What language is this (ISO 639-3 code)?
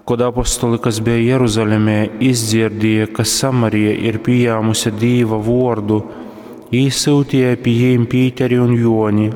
ltg